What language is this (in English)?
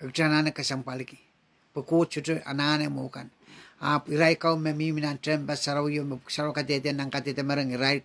Pohnpeian